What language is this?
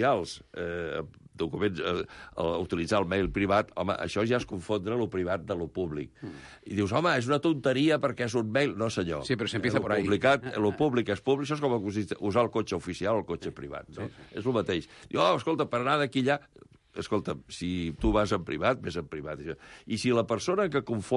Catalan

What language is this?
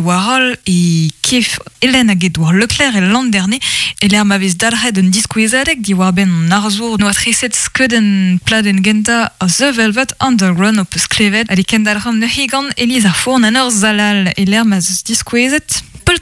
Breton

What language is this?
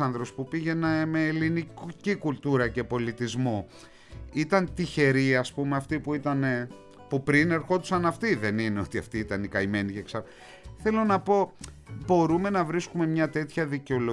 Greek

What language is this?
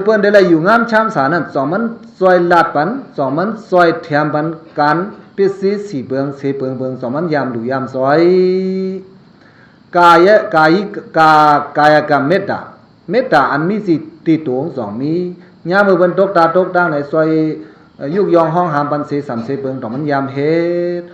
Shan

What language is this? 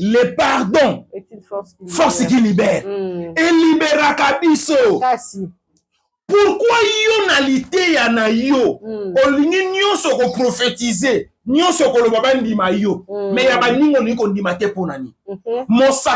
Lingala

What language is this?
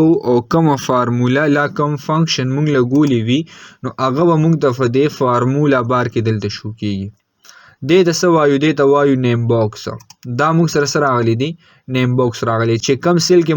Pashto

